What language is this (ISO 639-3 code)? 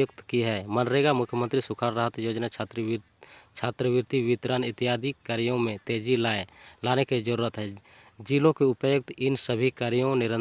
sat